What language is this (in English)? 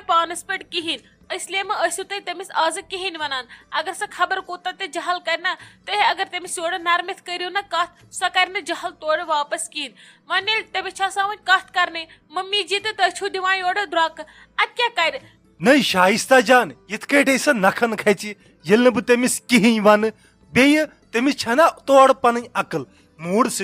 Kashmiri